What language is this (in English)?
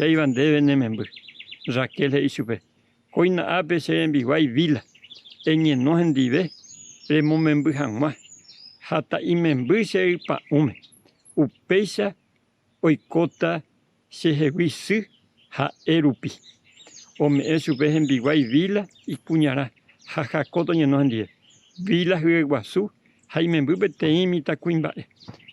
Guarani